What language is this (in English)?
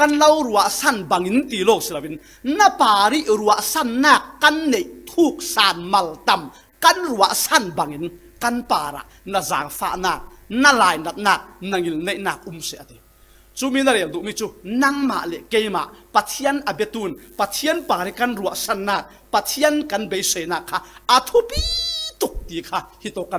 Falam Chin